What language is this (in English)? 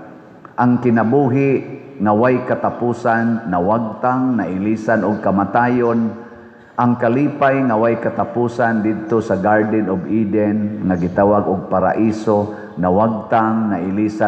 Cebuano